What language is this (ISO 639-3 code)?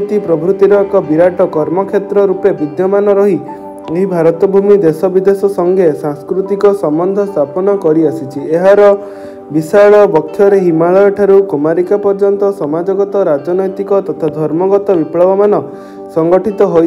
ori